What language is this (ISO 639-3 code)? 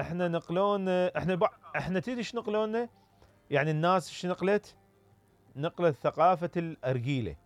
acm